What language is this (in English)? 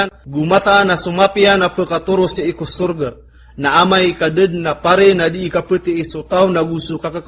Maranao